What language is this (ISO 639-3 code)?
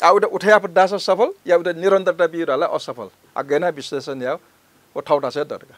new